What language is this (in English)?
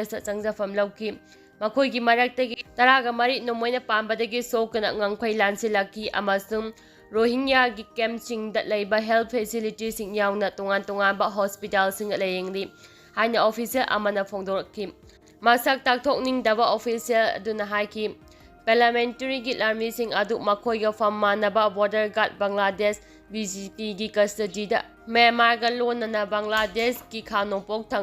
Manipuri